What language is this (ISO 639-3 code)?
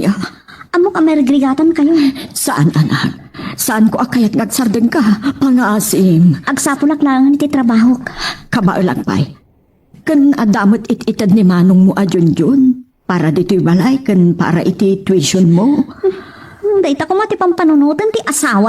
ilo